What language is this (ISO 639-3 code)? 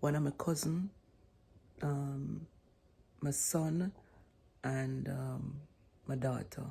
jam